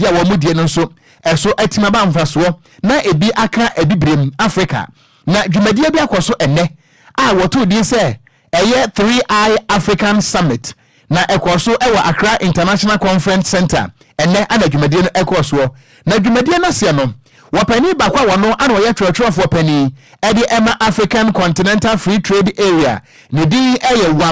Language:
Akan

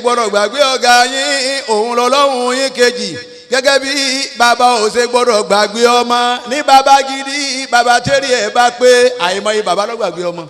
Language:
Yoruba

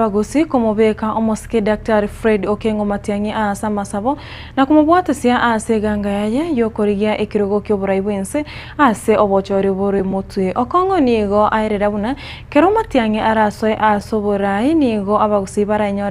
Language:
Gusii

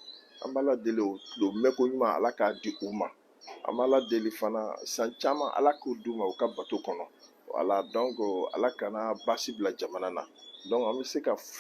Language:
Bambara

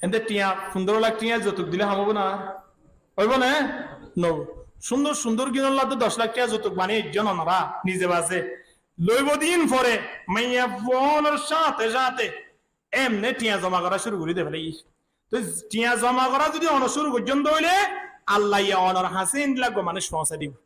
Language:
Rohingya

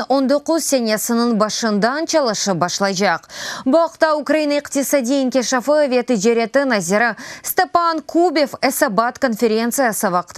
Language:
Crimean Tatar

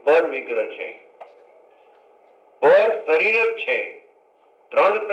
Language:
Gujarati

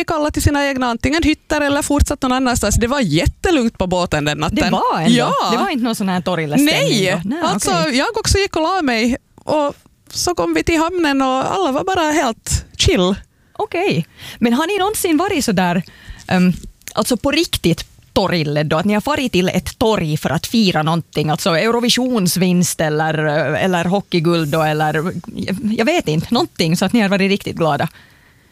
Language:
Swedish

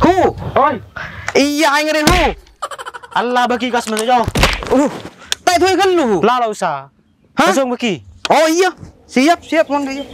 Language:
Madurese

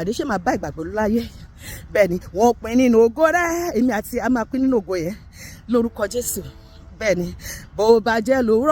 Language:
Yoruba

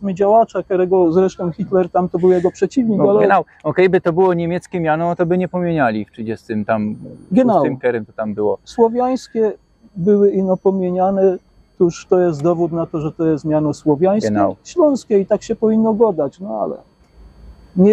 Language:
Silesian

